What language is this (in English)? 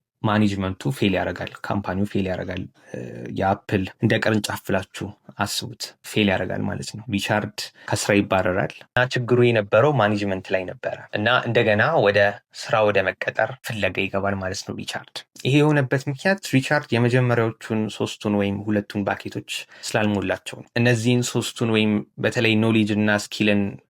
Amharic